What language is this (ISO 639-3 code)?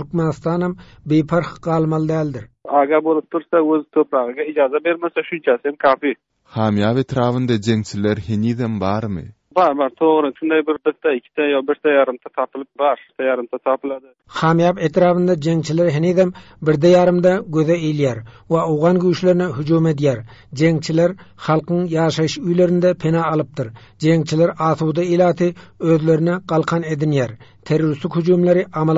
tuk